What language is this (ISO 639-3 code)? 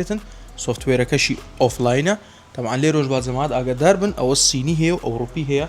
ckb